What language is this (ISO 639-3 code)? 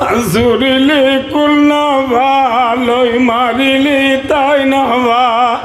rhg